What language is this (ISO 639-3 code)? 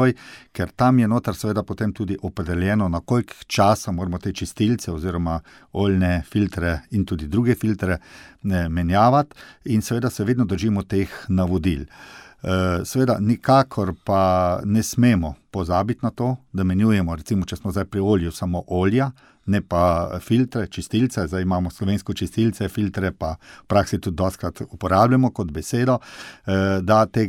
slv